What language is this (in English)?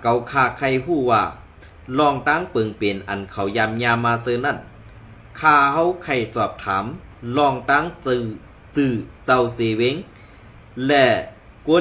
Shan